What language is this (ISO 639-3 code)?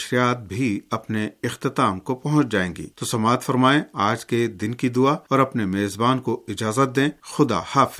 urd